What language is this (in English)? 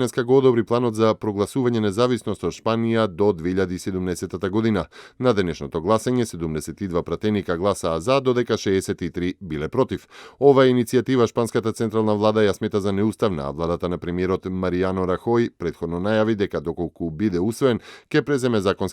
Macedonian